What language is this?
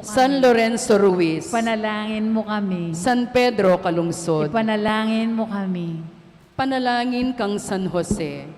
Pampanga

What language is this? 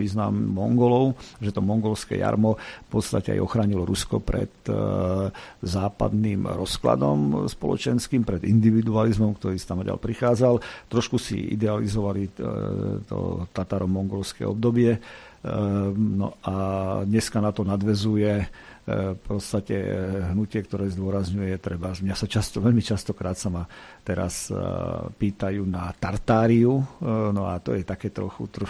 Slovak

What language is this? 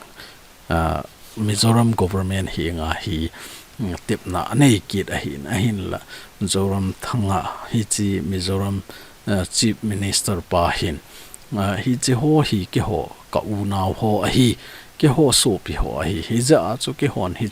Thado Chin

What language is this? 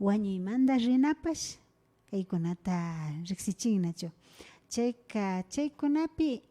Imbabura Highland Quichua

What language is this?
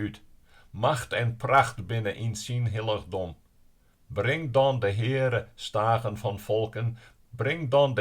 Western Frisian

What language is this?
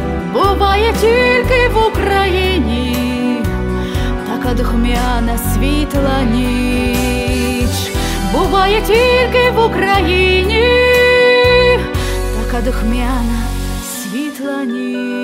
Ukrainian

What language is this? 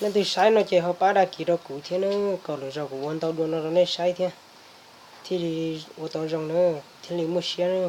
Hmong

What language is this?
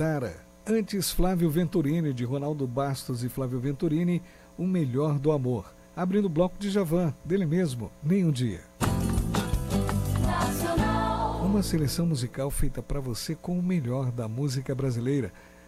Portuguese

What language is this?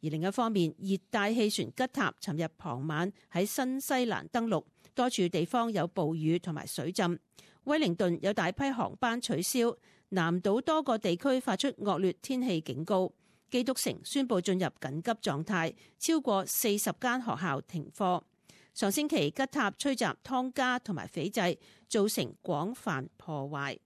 Cantonese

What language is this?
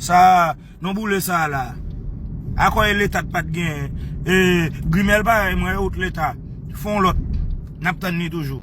Haitian Creole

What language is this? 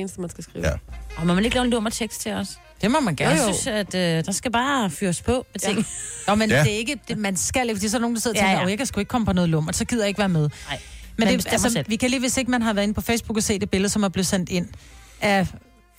Danish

